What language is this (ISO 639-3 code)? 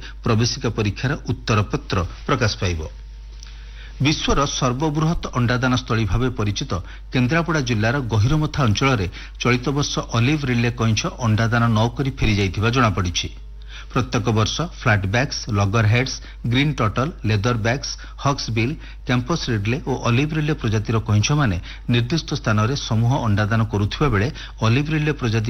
ori